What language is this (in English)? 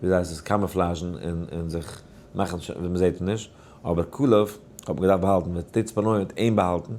Yiddish